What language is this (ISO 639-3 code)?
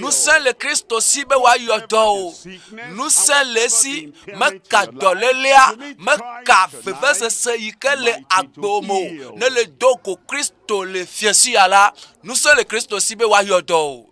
ewe